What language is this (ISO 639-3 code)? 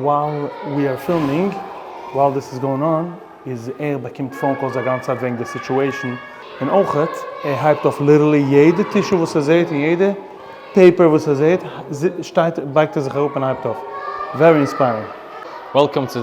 yid